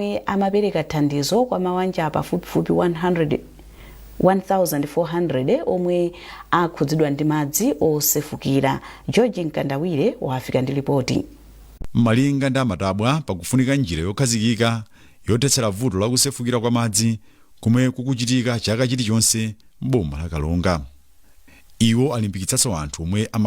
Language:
Nyanja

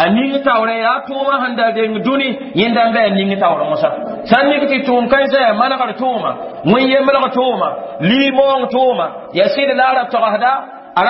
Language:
Mossi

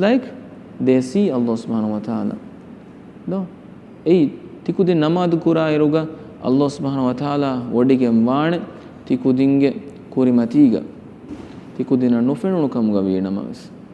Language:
Divehi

